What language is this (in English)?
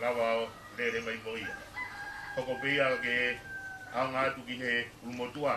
Tongan